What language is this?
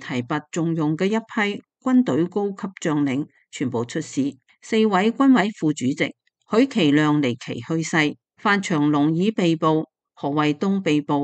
Cantonese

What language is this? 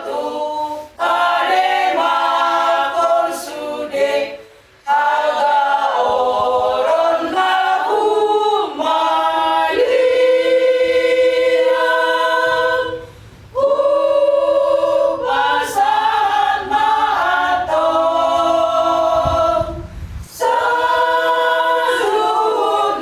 Batak Toba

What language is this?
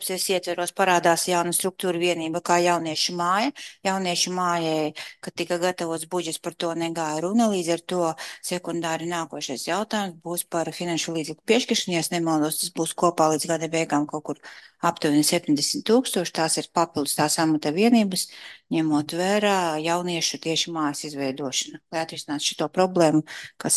Latvian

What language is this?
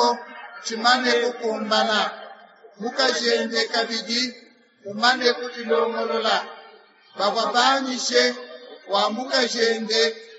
Luba-Lulua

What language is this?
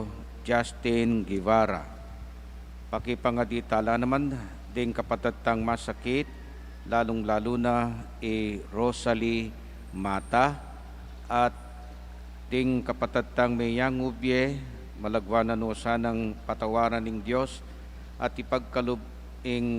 Pampanga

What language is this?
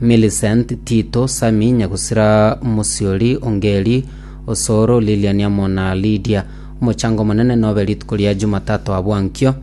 Gusii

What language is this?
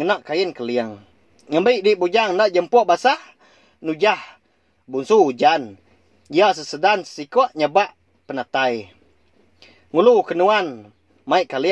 Iban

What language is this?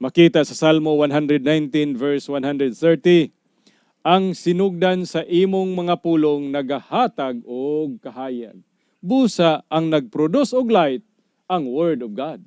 Cebuano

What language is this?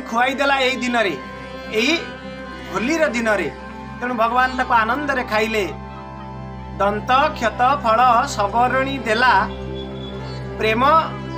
Odia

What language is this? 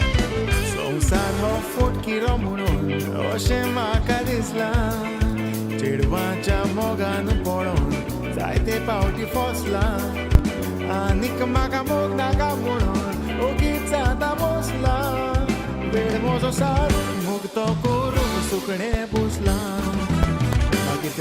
Konkani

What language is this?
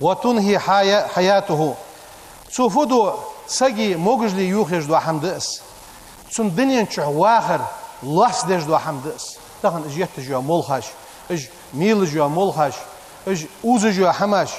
Ingush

